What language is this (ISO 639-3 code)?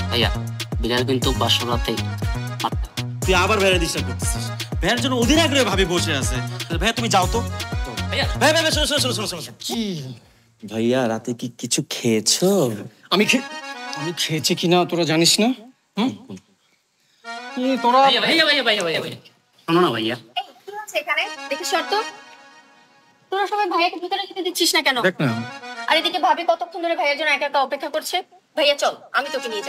ben